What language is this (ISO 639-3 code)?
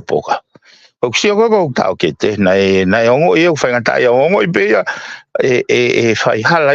ton